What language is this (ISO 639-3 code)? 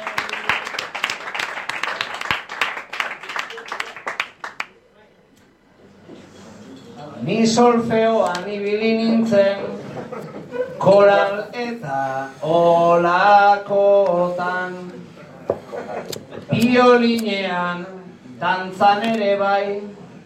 eus